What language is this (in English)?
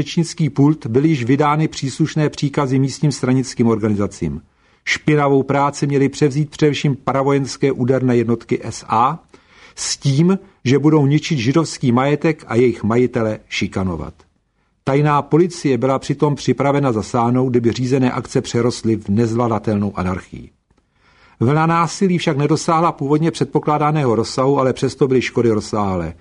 Czech